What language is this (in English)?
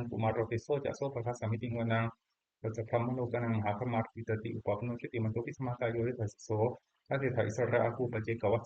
Pali